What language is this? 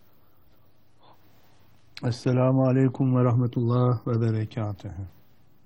Turkish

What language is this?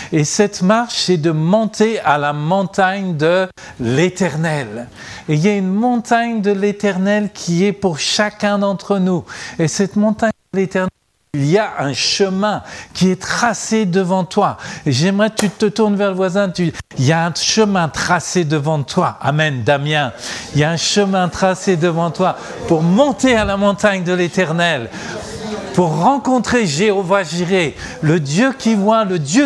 French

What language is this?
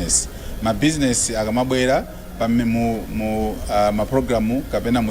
Nyanja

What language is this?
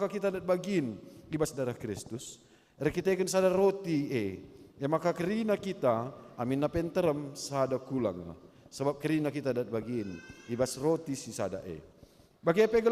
Batak Karo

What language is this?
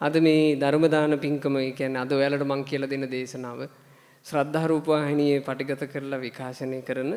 Sinhala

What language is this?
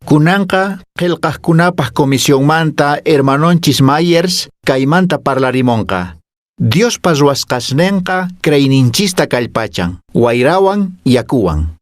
Quechua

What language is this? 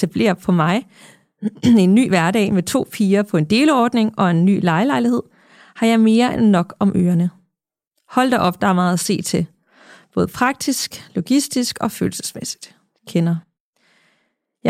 Danish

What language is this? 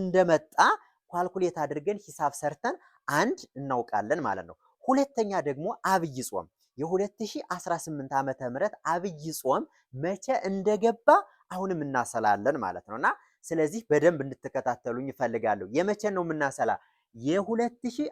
Amharic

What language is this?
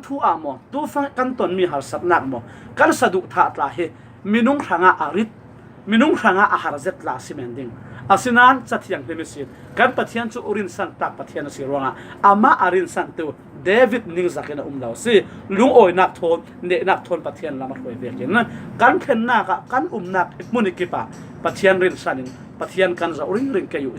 Falam Chin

